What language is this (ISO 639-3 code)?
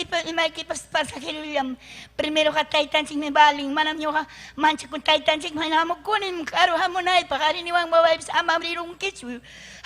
quy